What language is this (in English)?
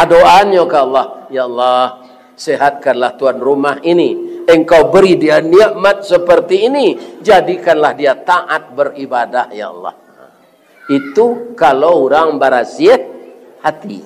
Minangkabau